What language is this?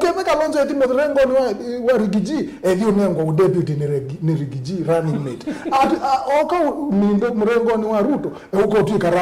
Kamba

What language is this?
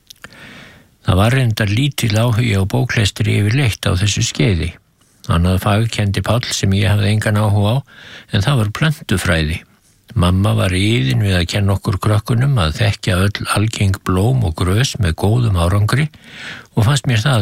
Icelandic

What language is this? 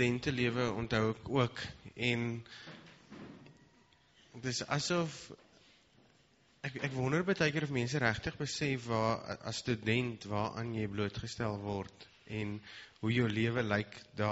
Afrikaans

